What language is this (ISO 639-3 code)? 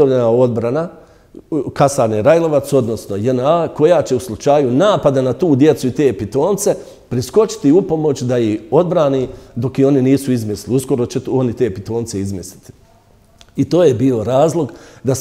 bos